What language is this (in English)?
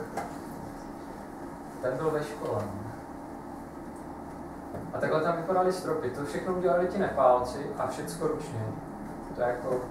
Czech